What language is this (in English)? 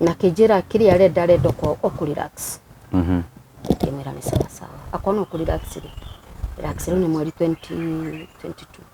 Kikuyu